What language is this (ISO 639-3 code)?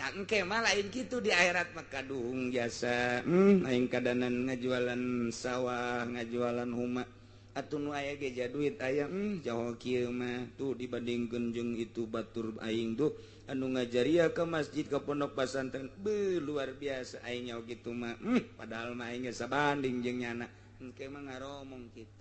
sun